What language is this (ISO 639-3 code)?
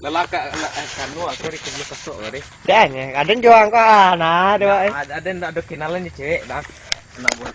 min